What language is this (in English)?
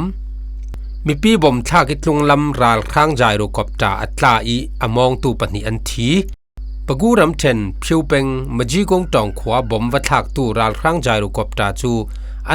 Falam Chin